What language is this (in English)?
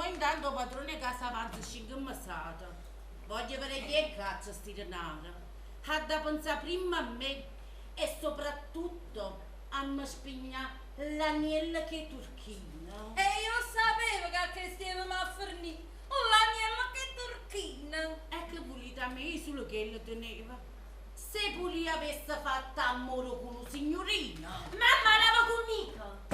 Neapolitan